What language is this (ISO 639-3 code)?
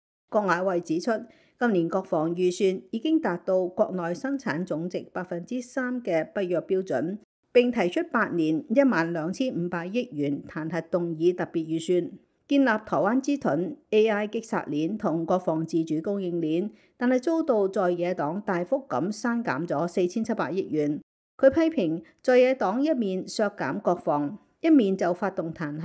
yue